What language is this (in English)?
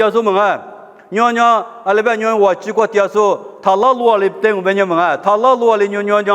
Lisu